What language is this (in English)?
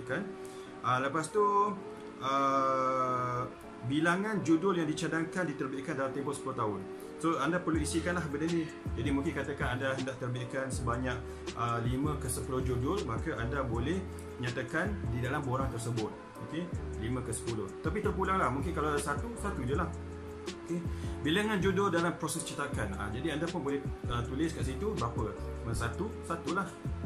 Malay